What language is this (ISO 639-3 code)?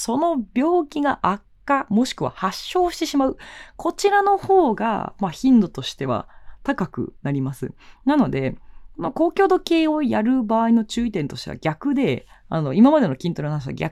jpn